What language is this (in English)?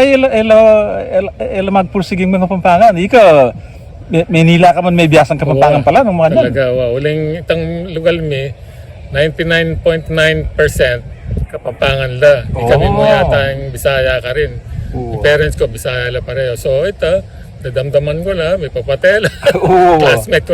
Pampanga